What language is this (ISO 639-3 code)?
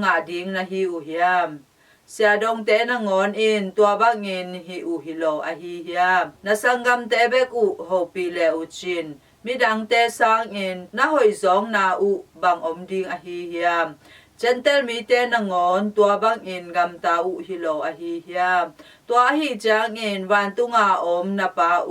ctd